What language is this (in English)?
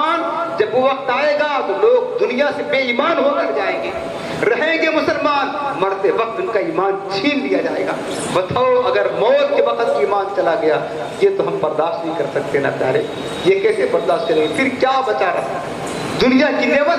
Urdu